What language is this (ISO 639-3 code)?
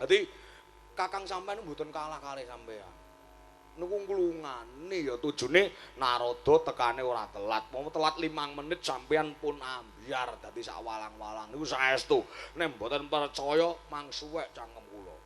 jav